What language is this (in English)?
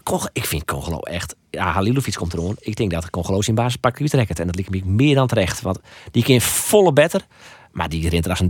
Western Frisian